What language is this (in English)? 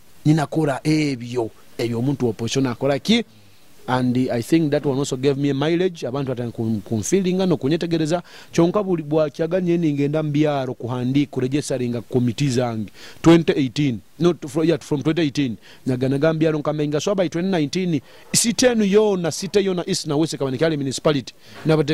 Nyoro